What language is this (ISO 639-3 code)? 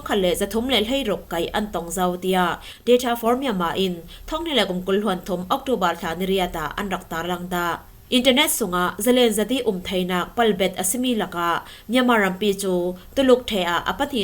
cfm